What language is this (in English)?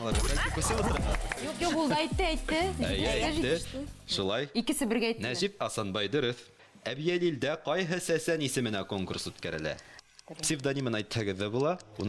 Bashkir